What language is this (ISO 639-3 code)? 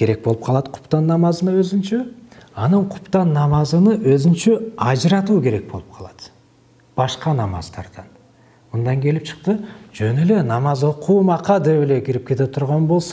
kir